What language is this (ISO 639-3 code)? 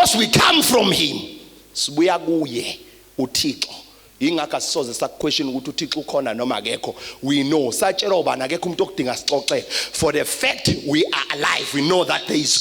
zul